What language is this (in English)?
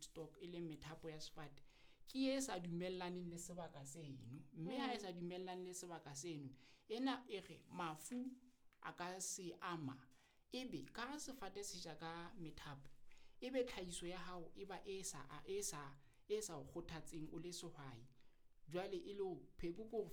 Southern Sotho